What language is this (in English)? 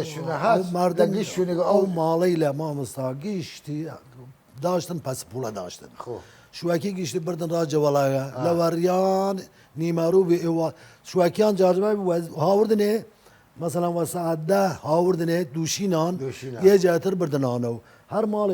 Southern Kurdish